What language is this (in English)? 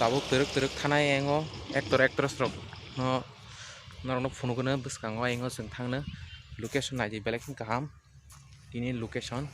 Kok Borok